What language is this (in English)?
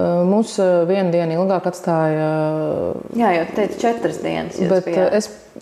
Latvian